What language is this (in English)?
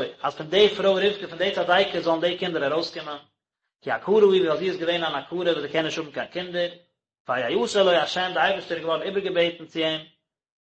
Yiddish